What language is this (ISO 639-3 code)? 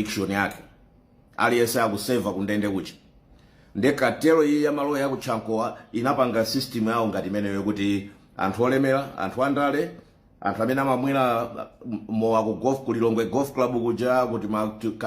nya